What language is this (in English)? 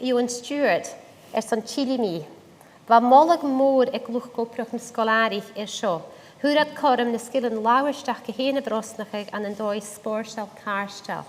Scottish Gaelic